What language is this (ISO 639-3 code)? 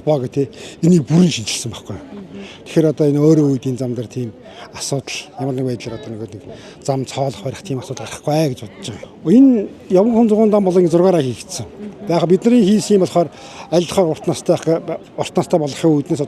mon